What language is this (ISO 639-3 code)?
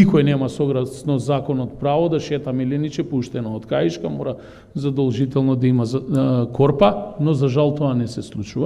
mkd